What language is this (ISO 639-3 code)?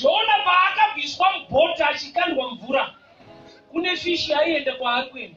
sna